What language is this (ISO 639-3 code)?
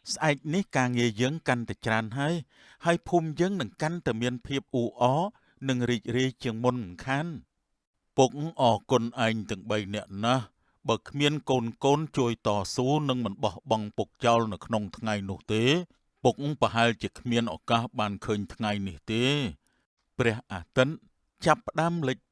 khm